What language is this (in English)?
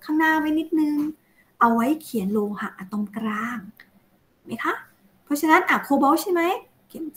Thai